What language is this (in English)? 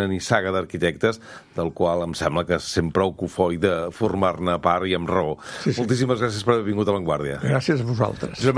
Catalan